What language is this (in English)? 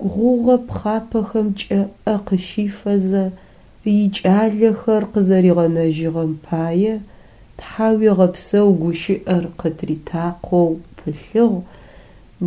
Adyghe